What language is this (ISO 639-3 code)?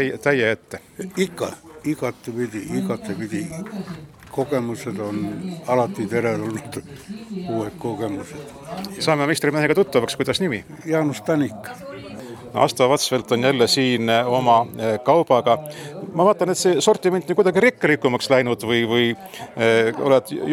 est